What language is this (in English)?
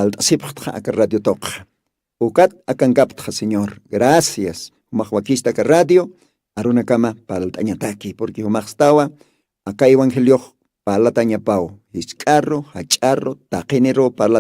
Aymara